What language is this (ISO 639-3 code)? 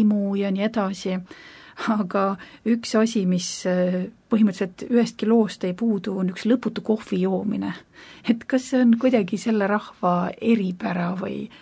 est